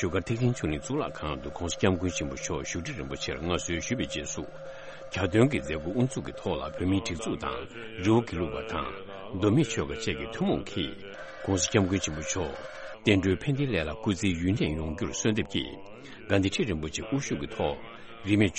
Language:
Tibetan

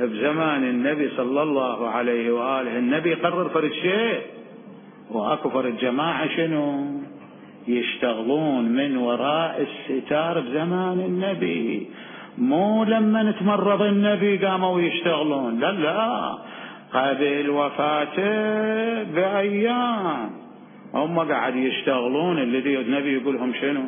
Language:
Mesopotamian Arabic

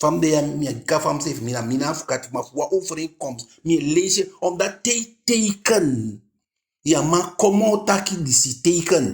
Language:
Eastern Maroon Creole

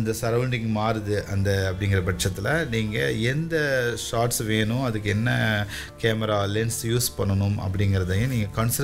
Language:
Tamil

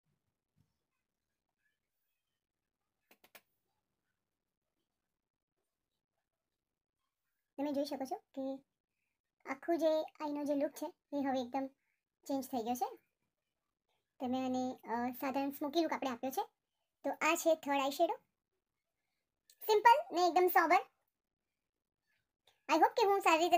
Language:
Gujarati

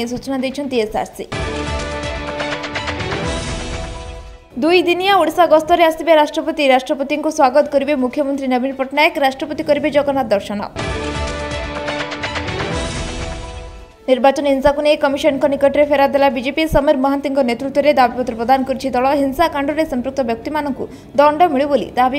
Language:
Odia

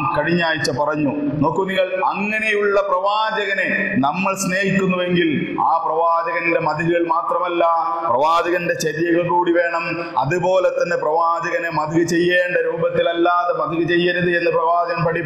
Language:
Malayalam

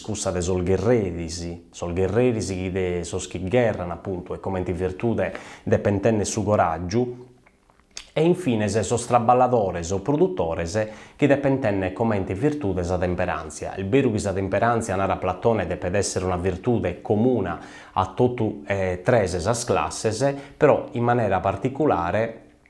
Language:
Sardinian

